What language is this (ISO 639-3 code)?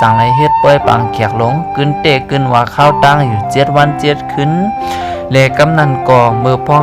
shn